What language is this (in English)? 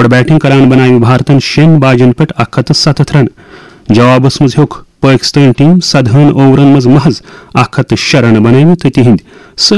Kashmiri